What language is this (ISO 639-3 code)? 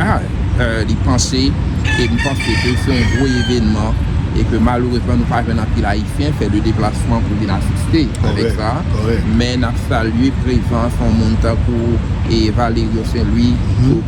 hat